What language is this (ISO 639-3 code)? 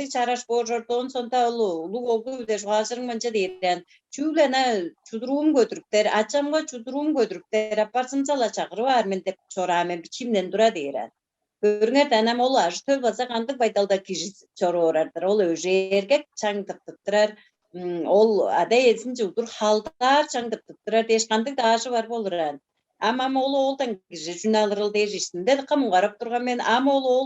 tyv